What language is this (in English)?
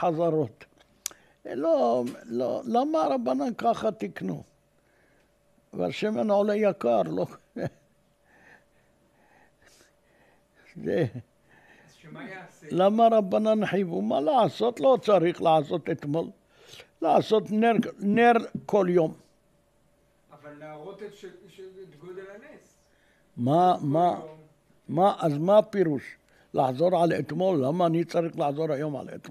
Hebrew